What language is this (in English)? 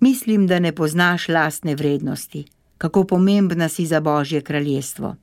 Slovenian